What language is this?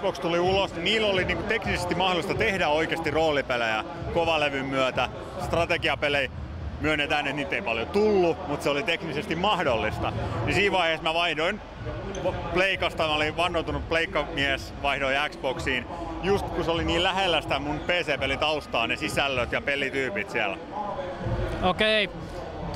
Finnish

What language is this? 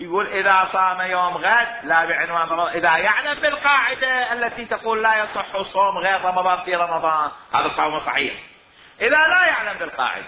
Mesopotamian Arabic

